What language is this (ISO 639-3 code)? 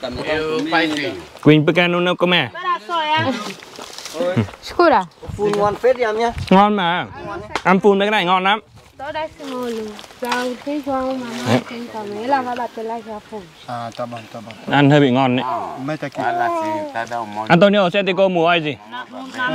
vie